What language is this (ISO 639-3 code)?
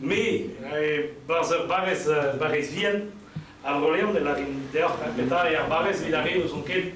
bre